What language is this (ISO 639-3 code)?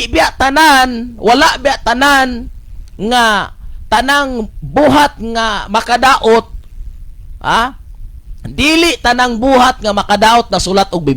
ceb